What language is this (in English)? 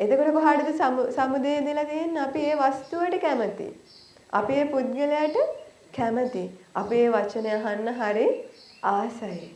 Sinhala